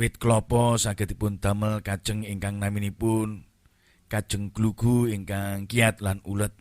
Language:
Javanese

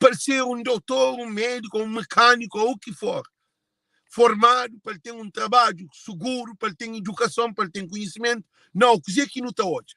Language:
Kabuverdianu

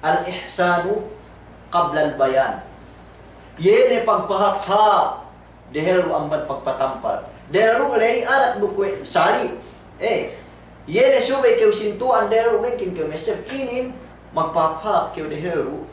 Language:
Yakan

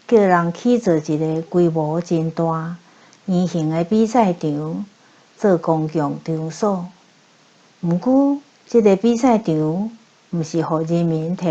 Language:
Min Nan Chinese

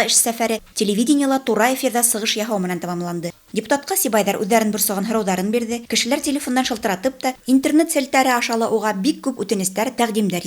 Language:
Bashkir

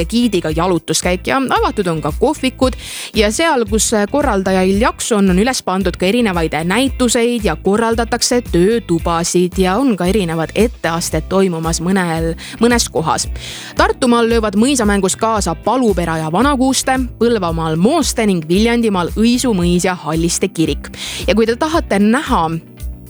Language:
Estonian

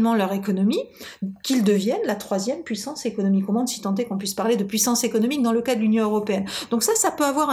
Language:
French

